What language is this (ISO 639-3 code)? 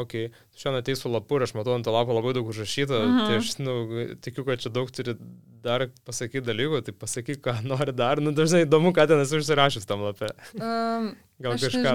lit